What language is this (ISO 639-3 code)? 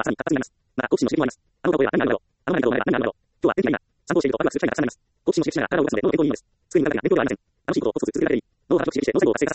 jpn